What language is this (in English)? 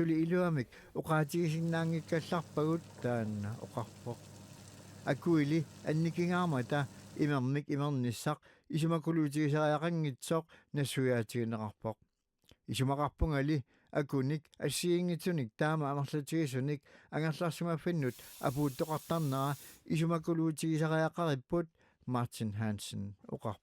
Kalaallisut